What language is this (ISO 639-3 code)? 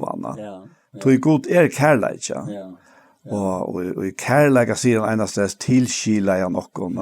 fao